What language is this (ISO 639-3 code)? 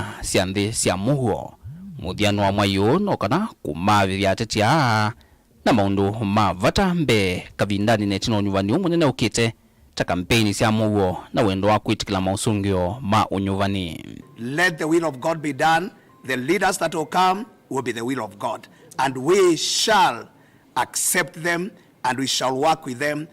kam